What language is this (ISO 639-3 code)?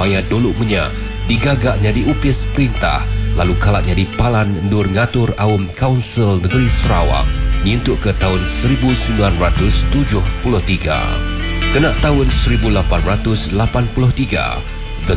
iba